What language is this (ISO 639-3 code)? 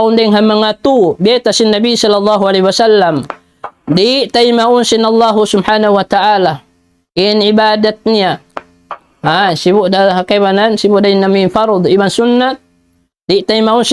tsg